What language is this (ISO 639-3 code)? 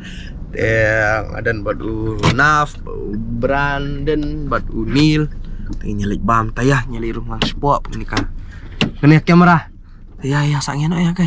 kha